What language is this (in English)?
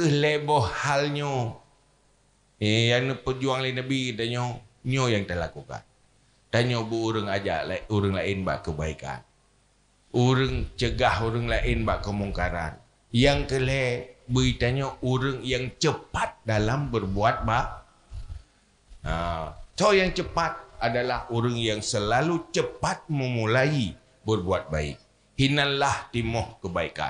Achinese